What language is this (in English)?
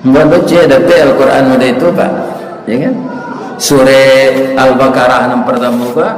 Minangkabau